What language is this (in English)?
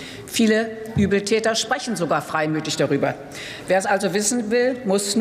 German